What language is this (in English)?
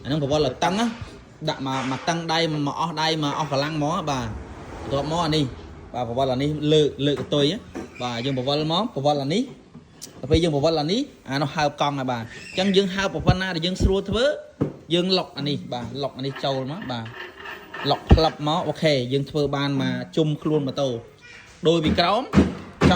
Khmer